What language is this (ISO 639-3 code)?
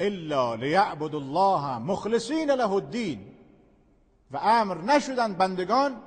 fas